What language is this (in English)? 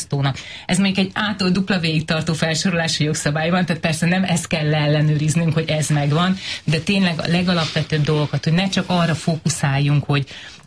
Hungarian